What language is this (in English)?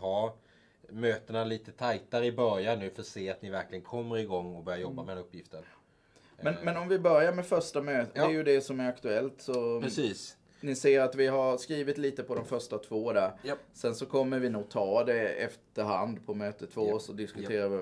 Swedish